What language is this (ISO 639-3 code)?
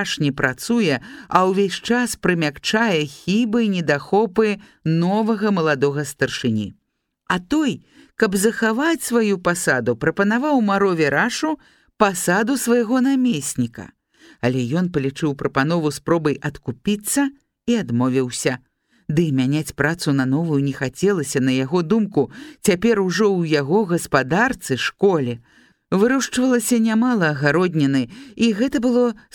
bel